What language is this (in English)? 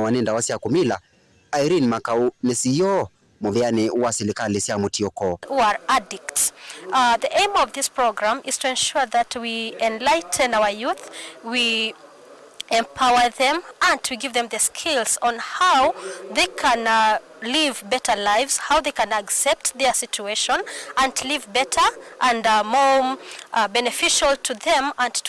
Kamba